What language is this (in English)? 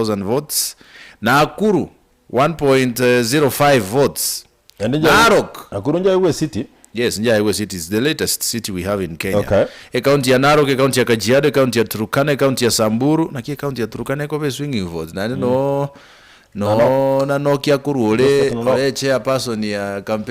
Gusii